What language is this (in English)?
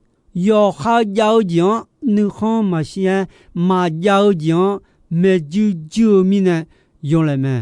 Akha